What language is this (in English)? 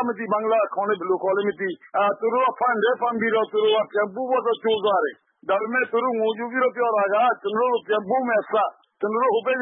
Burmese